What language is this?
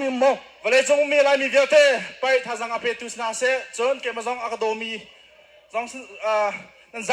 Hakha Chin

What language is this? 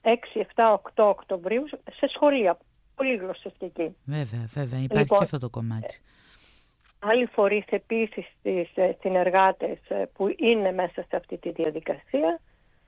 Greek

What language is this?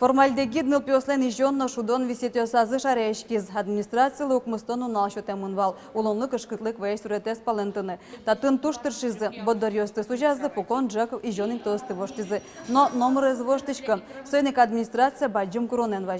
Udmurt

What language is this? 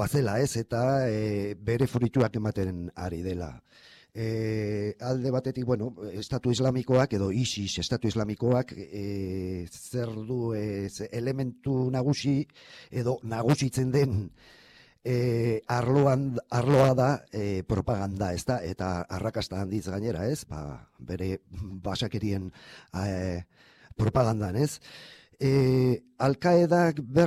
Basque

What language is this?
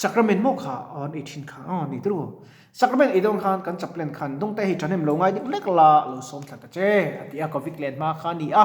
Mizo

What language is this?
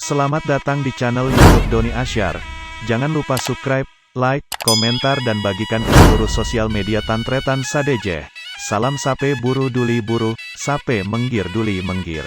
Madurese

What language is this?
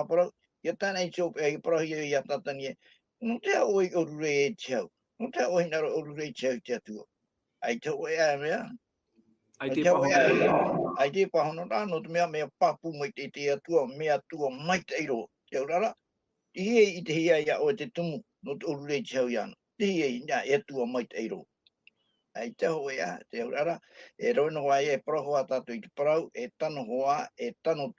Tahitian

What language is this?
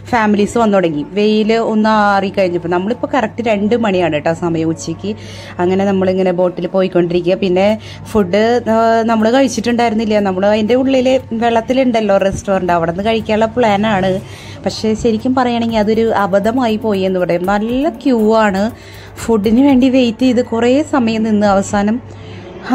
Malayalam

